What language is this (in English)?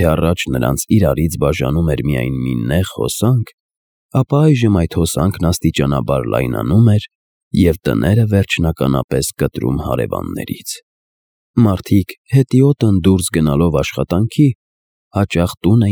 Armenian